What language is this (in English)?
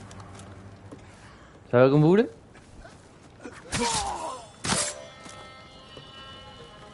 French